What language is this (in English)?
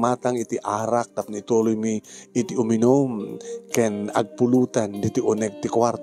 Iloko